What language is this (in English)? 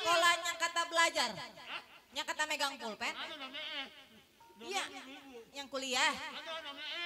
Betawi